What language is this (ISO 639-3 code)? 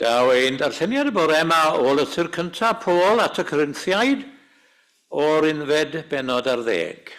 cym